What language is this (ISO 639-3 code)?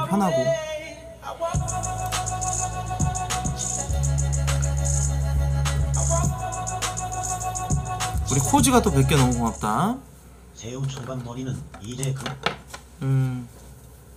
kor